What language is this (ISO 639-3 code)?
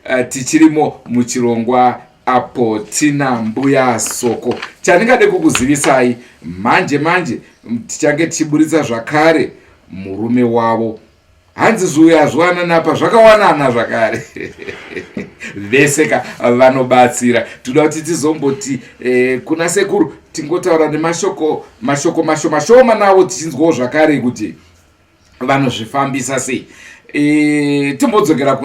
sna